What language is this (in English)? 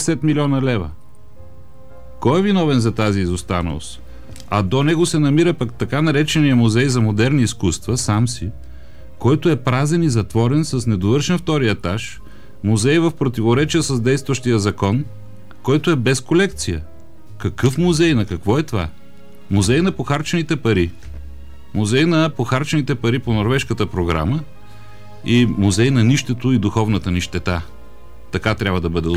Bulgarian